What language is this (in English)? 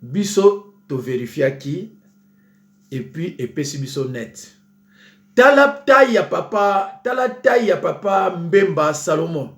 Lingala